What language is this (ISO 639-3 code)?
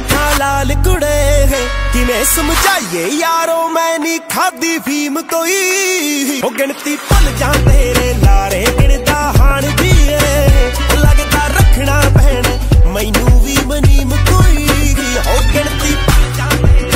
pan